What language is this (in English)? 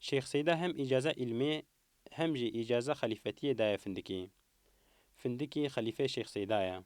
Kurdish